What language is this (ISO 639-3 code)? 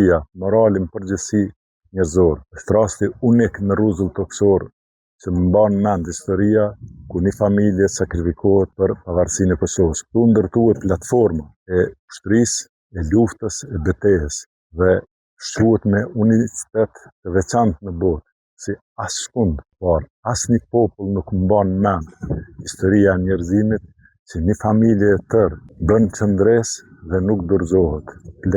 sqi